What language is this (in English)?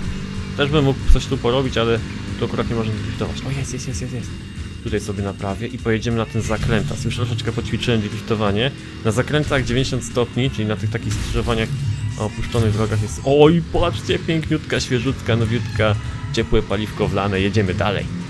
Polish